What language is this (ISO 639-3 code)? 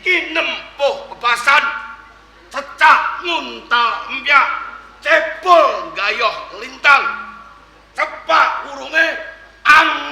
jav